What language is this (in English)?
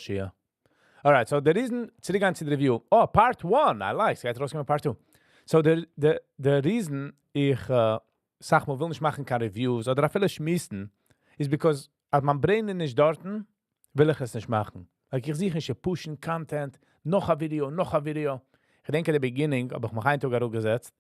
Yiddish